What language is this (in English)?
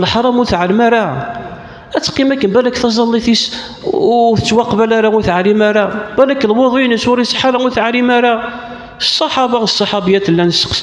Kabyle